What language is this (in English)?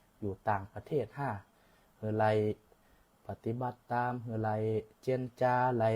Shan